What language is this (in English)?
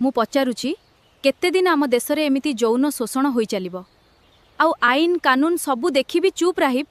Odia